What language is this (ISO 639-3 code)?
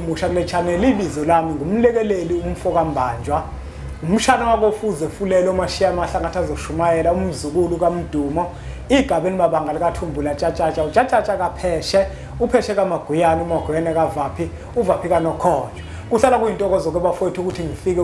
zul